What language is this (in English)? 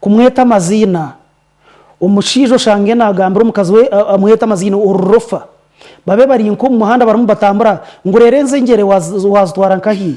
Nyankole